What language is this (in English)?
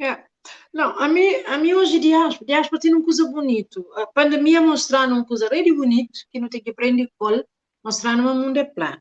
Kabuverdianu